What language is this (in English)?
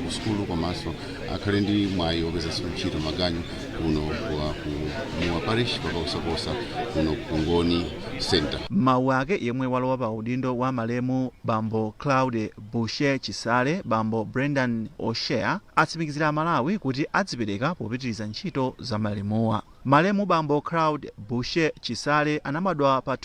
Nyanja